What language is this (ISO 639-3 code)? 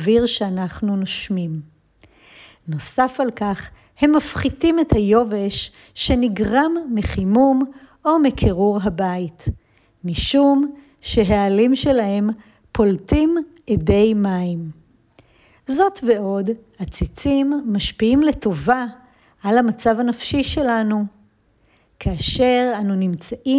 heb